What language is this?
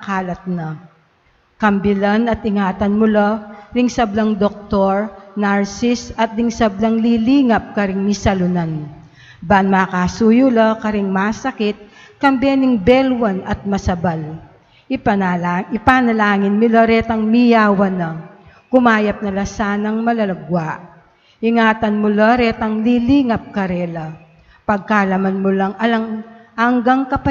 Pampanga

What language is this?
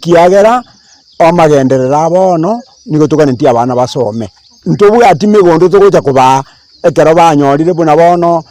Gusii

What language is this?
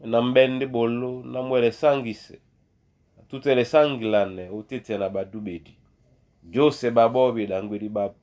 Duala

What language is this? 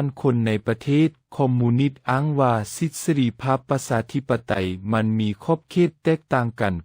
Lao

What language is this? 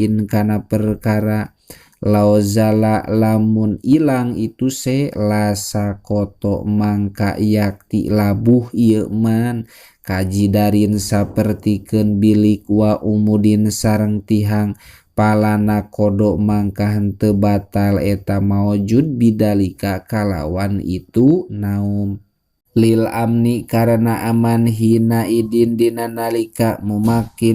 Sundanese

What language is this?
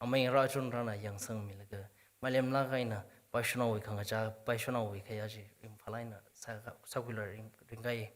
Tangkhul Naga (India)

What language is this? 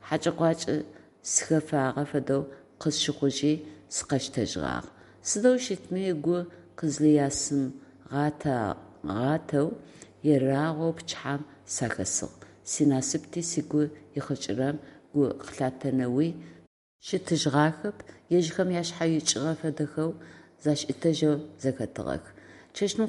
Adyghe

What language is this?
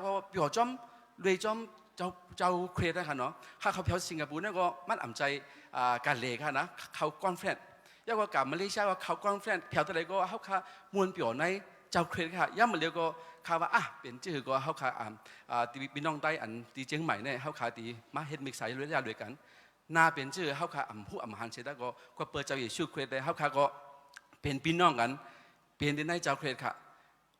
Shan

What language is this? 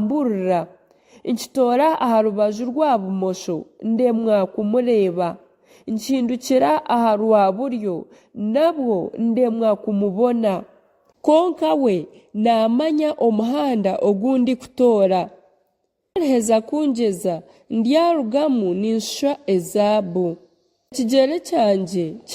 Nyankole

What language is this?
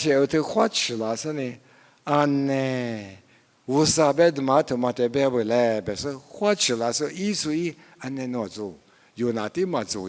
Lisu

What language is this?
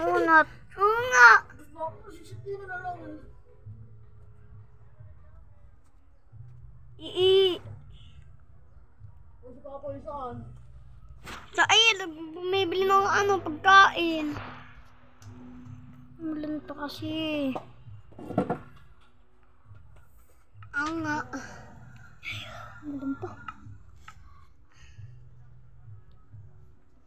Filipino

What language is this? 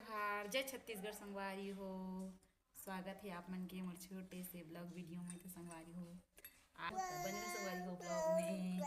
Chhattisgarhi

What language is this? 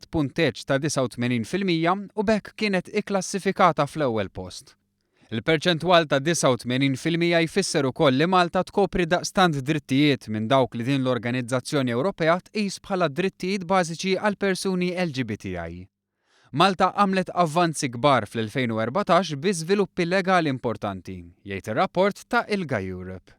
Maltese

